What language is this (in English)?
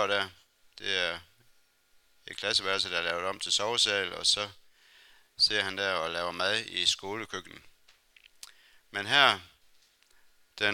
Danish